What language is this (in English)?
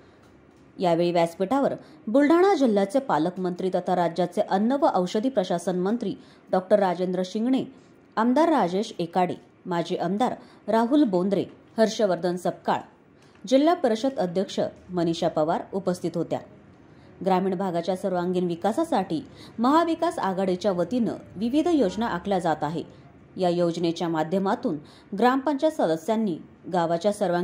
Marathi